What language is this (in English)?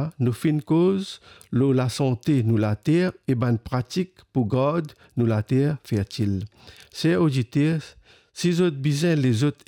Morisyen